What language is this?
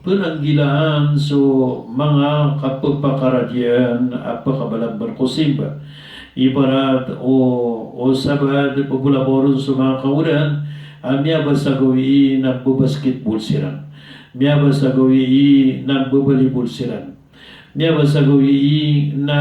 Maranao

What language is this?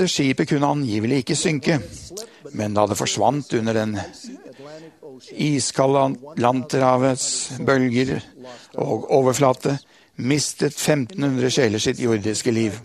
Norwegian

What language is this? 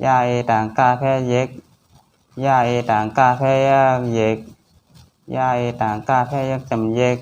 Shan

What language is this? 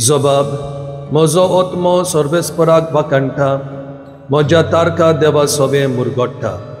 Konkani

